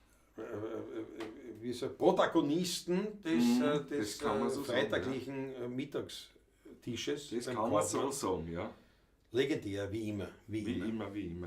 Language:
Bavarian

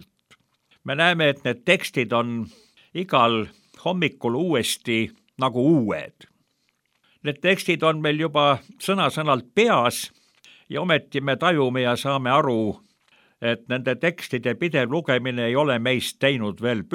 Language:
Estonian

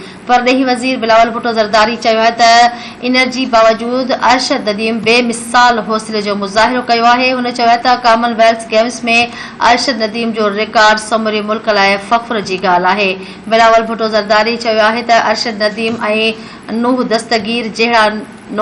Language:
Sindhi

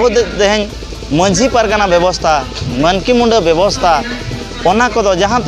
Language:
Santali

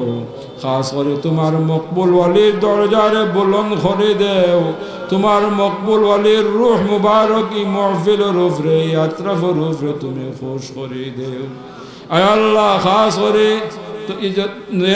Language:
Sylheti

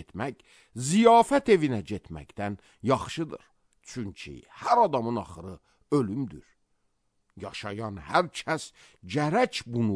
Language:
Azerbaijani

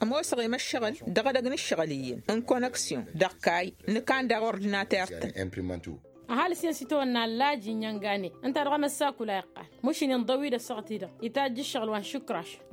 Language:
Tamasheq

